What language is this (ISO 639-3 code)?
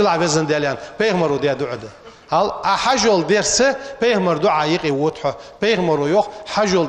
inh